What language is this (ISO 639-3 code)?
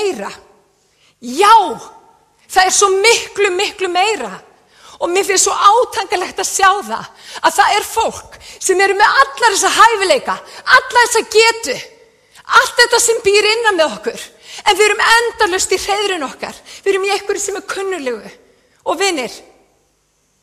isl